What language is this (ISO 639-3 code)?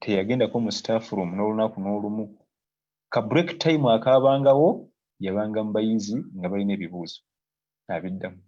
lug